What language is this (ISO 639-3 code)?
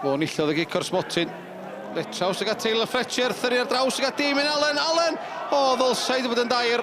cym